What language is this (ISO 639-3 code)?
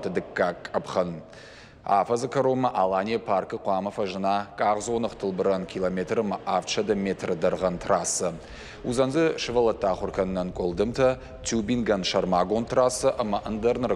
oss